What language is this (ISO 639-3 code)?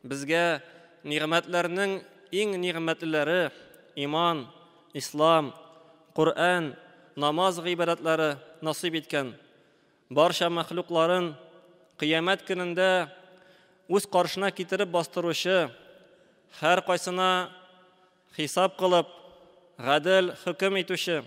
tat